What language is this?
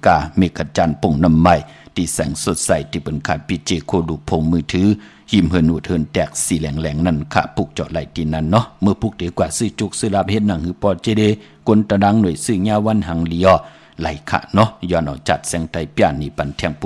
Shan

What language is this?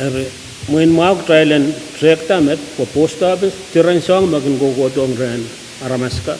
Pohnpeian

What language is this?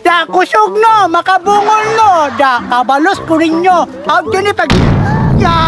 Cebuano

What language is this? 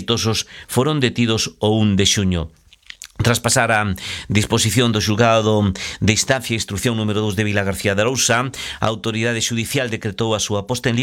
Galician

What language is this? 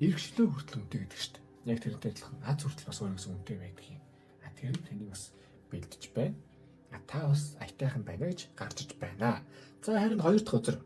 Mongolian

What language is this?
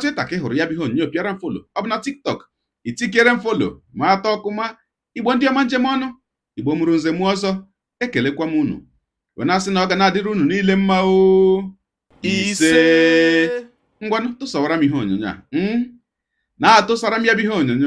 Igbo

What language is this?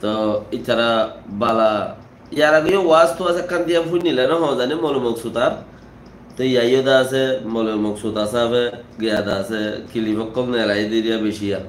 Rohingya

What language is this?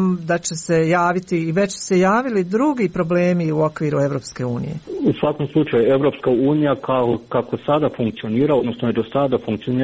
Croatian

